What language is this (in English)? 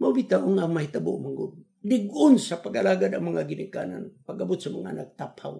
Cebuano